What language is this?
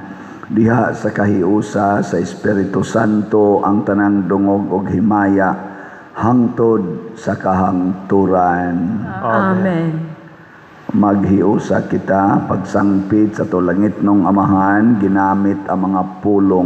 Cebuano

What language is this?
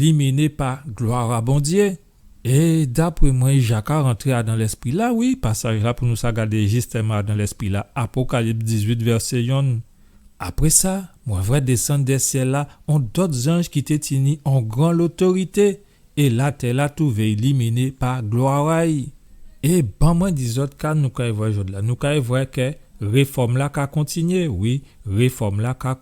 Guadeloupean Creole French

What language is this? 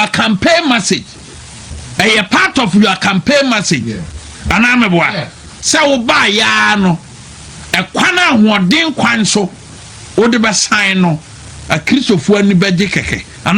Akan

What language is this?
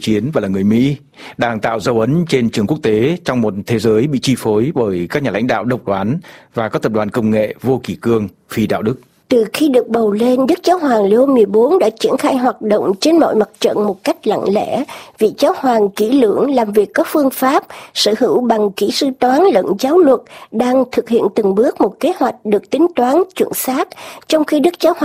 Vietnamese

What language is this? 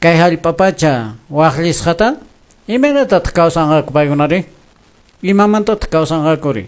Quechua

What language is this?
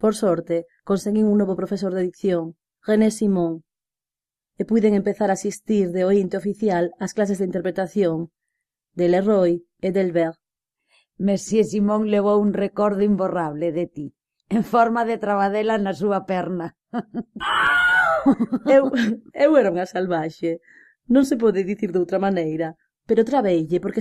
Galician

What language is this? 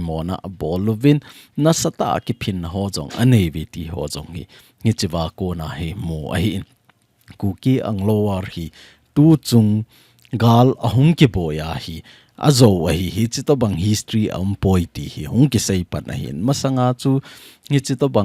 Thado Chin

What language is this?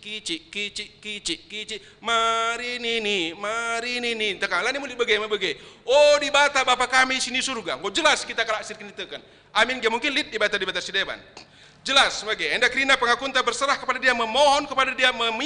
Batak Karo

